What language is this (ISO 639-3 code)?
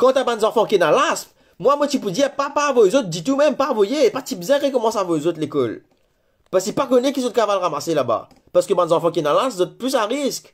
mfe